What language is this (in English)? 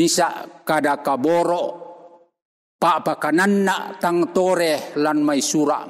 Toraja-Sa'dan